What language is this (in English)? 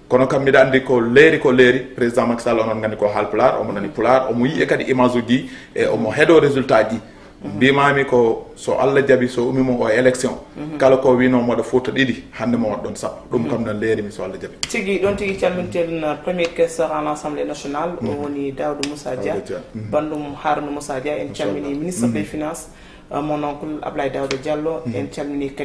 Fula